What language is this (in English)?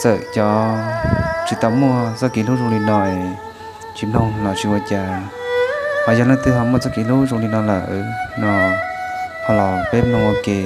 Hmong